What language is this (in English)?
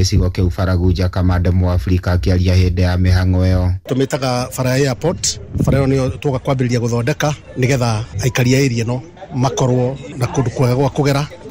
Kikuyu